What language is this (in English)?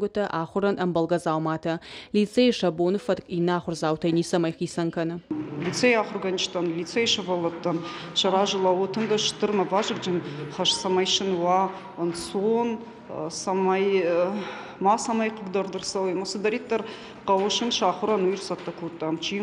Ossetic